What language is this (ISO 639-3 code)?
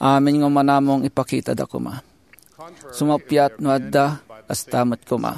ilo